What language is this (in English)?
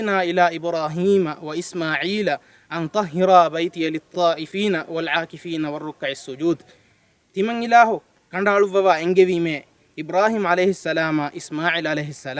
Divehi